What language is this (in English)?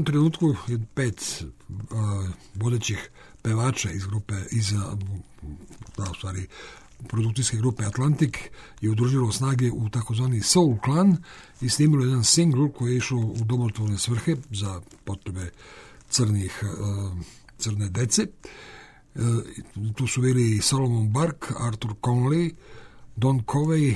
Serbian